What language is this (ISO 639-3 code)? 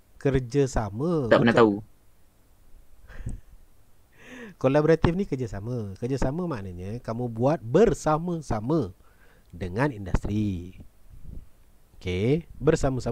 msa